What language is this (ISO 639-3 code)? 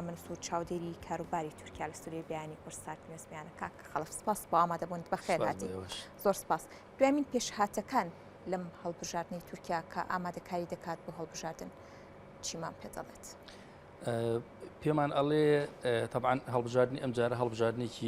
ckb